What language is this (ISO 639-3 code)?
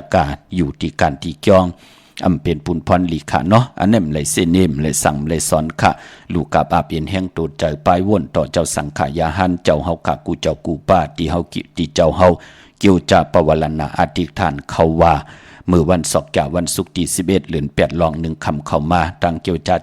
shn